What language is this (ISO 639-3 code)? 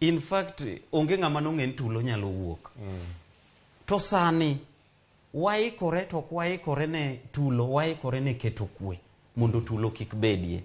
luo